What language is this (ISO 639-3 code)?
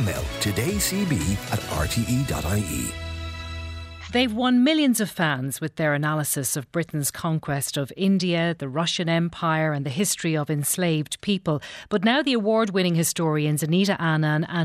eng